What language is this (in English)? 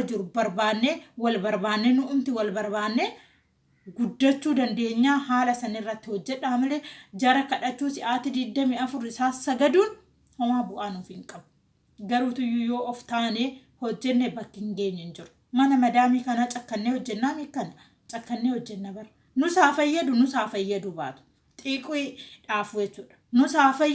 Oromo